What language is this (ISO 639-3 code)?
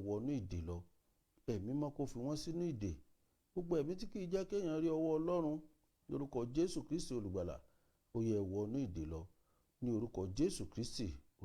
yor